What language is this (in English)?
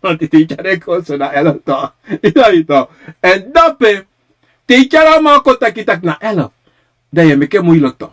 Sranan Tongo